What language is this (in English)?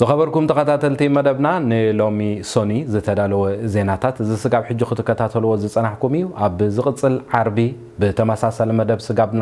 Tigrinya